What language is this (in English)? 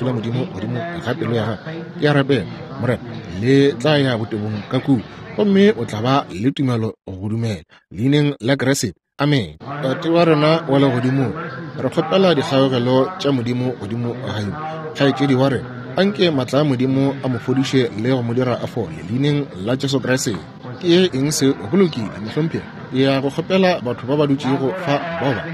Northern Sotho